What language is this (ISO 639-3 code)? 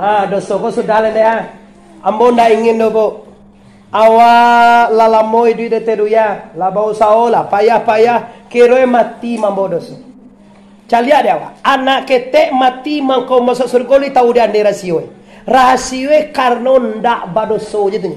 min